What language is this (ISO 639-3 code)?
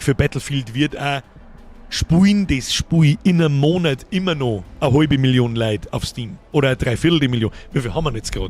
bar